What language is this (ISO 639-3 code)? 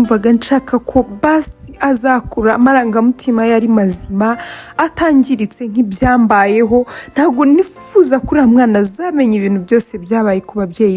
kin